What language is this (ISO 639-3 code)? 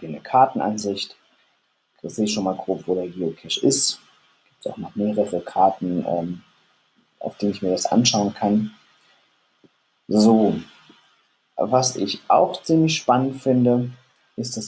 deu